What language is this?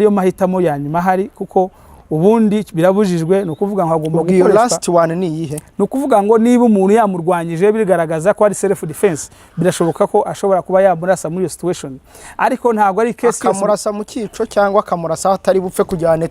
Kinyarwanda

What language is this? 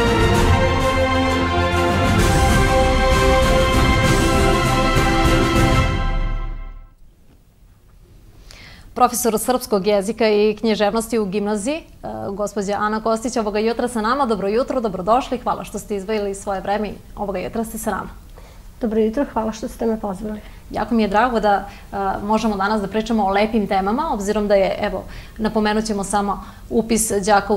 Serbian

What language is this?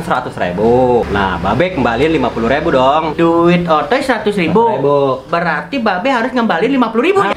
Betawi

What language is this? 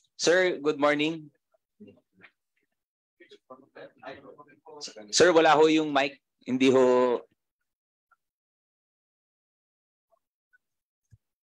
Filipino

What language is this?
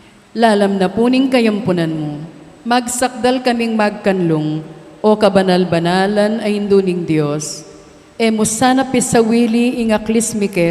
Pampanga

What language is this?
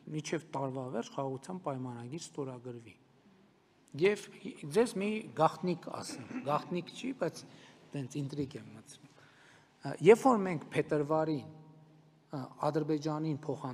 Armenian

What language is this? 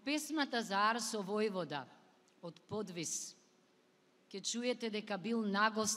Macedonian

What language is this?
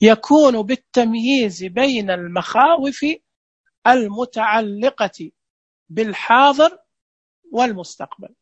Najdi Arabic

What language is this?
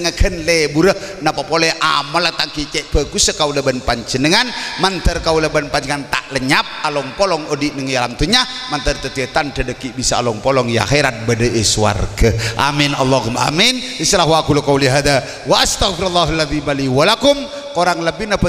Madurese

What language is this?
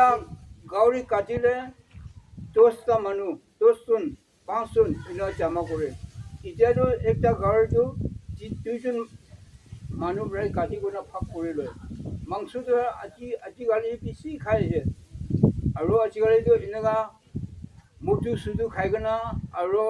Naga Pidgin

